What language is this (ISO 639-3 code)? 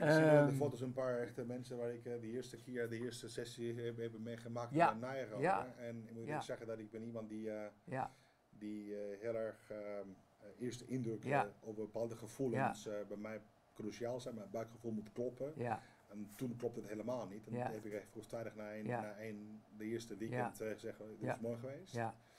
nld